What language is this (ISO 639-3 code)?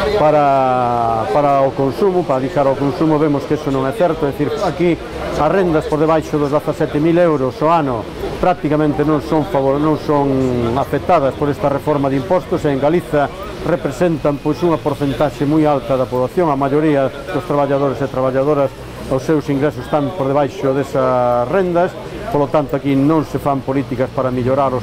glg